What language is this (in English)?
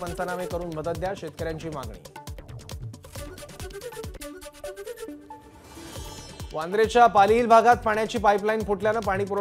Marathi